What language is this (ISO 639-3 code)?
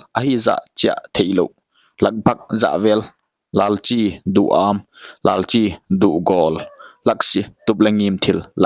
pck